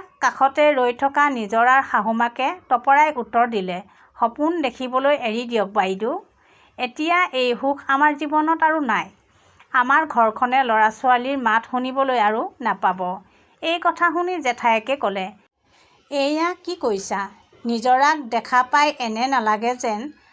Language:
Assamese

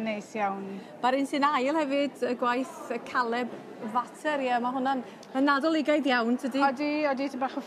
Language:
Welsh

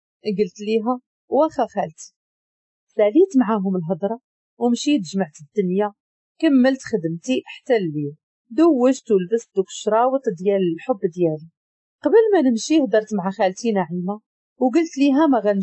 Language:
Moroccan Arabic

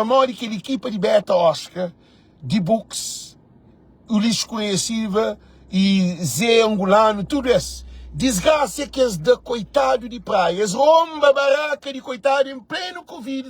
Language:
Kabuverdianu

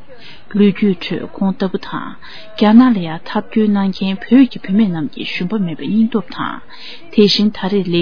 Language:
Tibetan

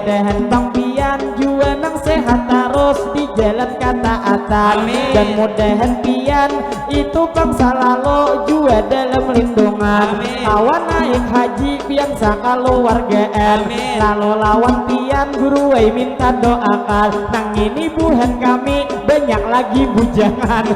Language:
Banjar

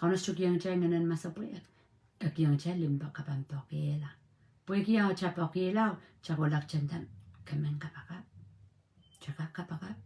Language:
Pohnpeian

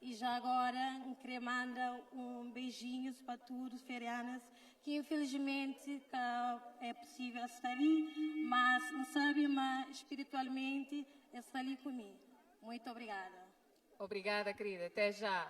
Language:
Kabuverdianu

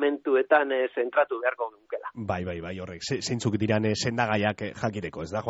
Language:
Basque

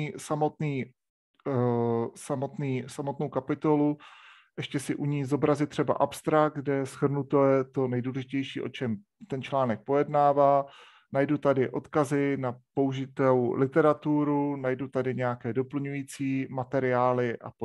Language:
Czech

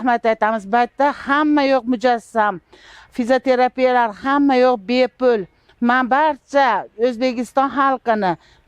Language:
Uzbek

